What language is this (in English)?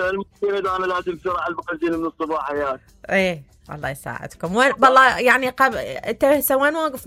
Mesopotamian Arabic